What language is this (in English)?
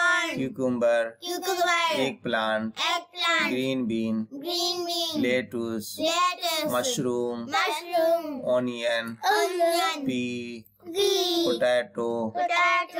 English